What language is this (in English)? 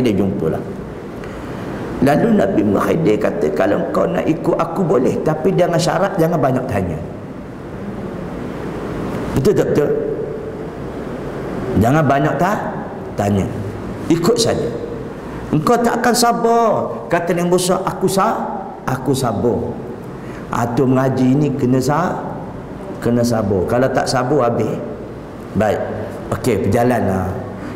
Malay